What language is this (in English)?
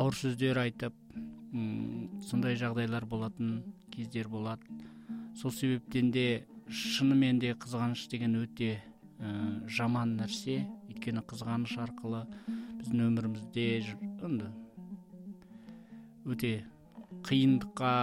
Kazakh